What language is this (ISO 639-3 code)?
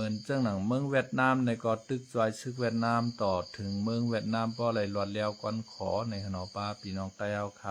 shn